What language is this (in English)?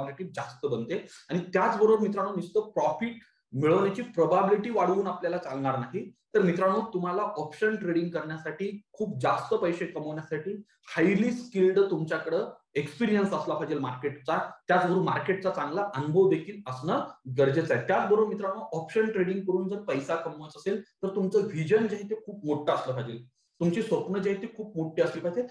Marathi